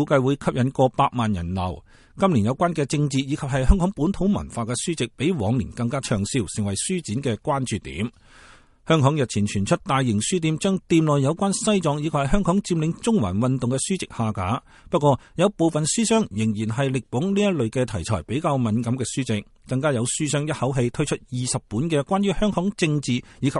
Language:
Cantonese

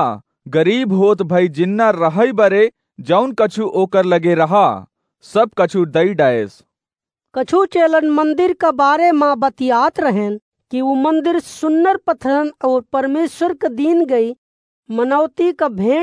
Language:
Awadhi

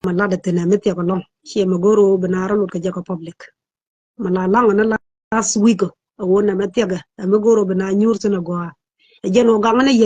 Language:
Nuer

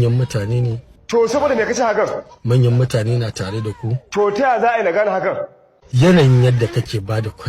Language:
Hausa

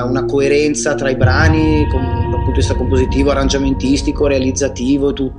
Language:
Italian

